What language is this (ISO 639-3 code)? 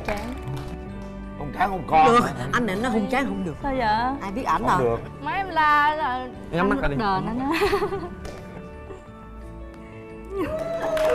vie